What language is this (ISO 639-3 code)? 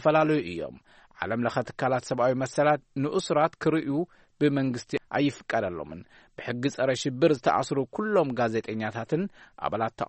tir